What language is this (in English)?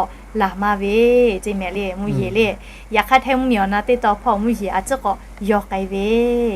Lahu